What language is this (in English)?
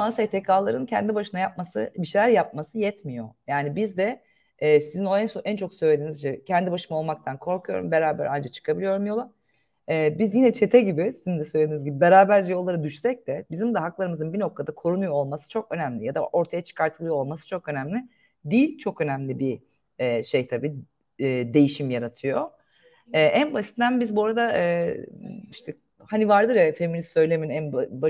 Turkish